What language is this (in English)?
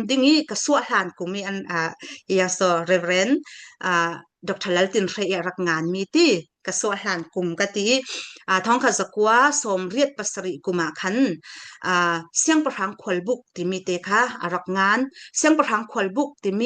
Falam Chin